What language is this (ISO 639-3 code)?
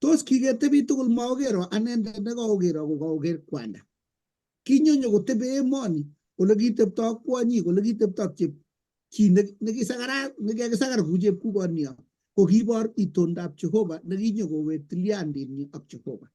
kln